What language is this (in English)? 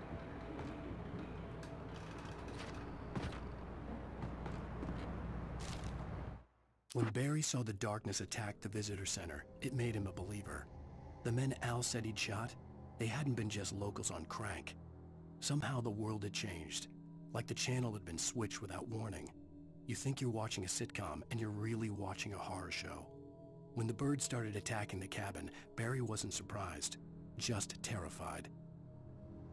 English